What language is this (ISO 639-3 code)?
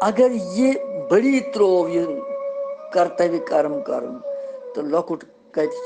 kas